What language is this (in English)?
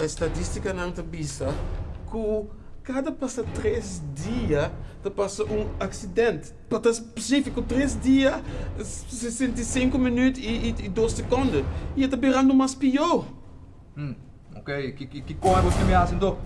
Papiamento